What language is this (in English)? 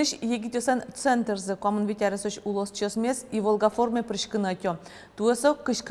Udmurt